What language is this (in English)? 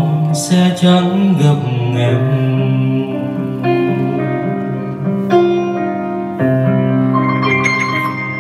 Vietnamese